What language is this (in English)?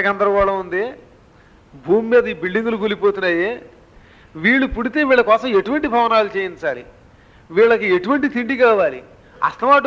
Telugu